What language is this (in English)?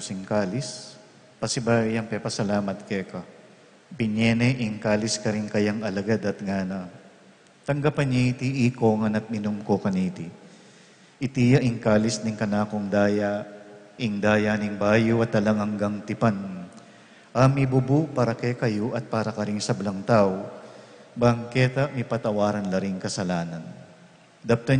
Pampanga